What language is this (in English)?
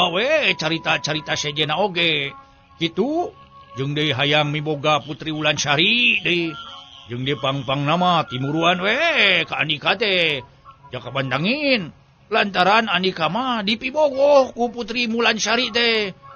Sundanese